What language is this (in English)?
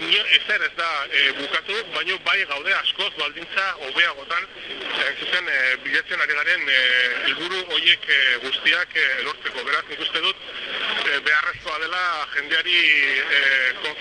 Basque